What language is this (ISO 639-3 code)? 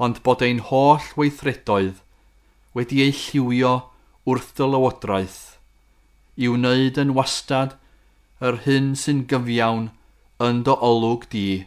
cym